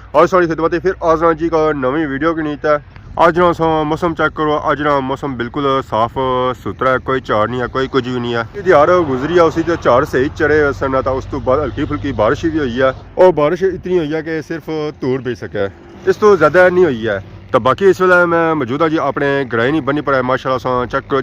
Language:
Pahari-Potwari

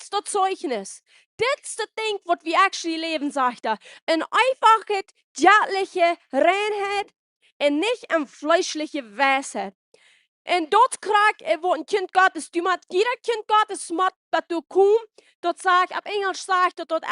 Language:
Plautdietsch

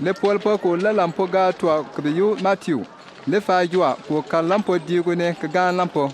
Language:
Bimoba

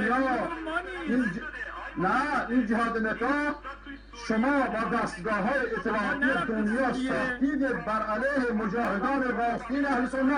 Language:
Persian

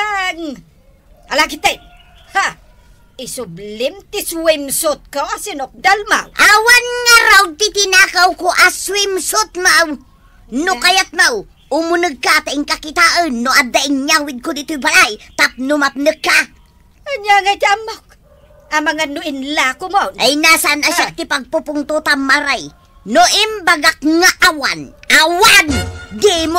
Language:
Iloko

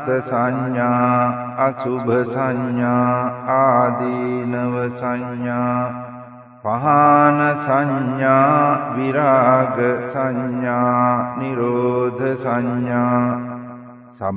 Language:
Pali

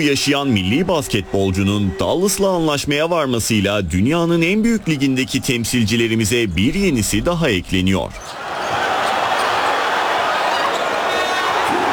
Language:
Turkish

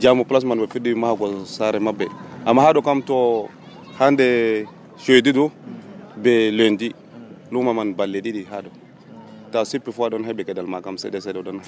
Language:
Nigerian Fulfulde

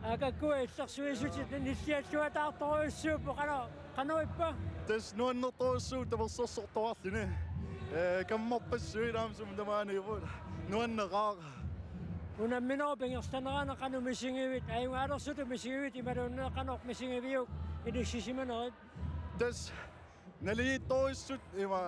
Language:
Kalaallisut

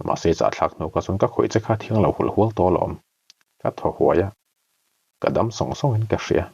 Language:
Mizo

